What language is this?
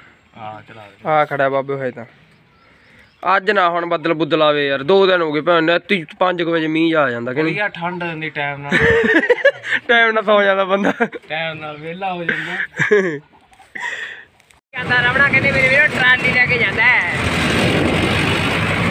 Punjabi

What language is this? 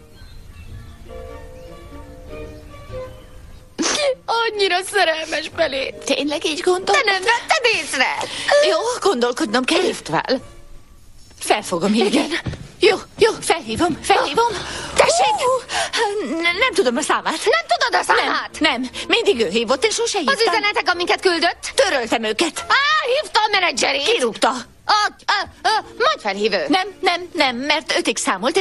Hungarian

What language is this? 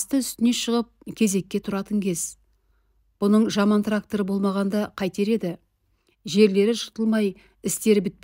Kazakh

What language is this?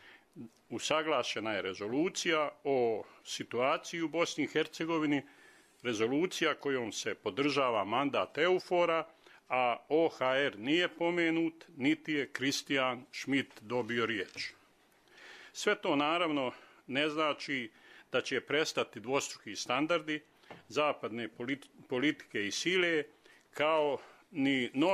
Bosnian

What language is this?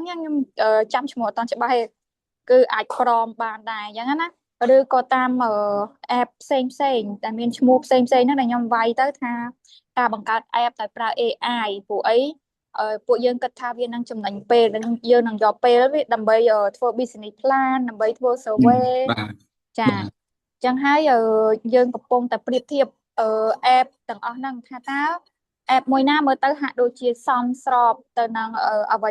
Khmer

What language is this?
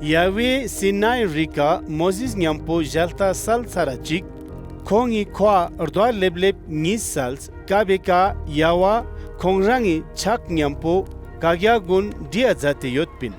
Ladakhi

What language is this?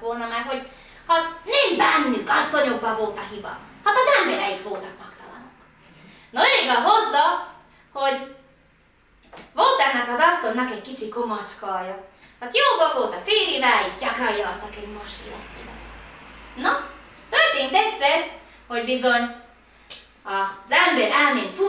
Hungarian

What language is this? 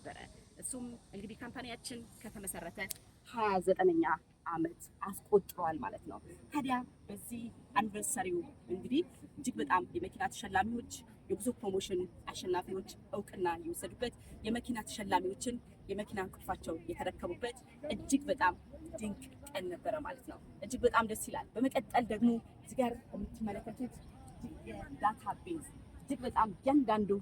Amharic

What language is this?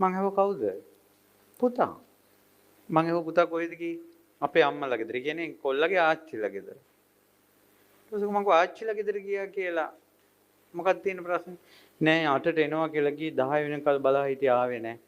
Sinhala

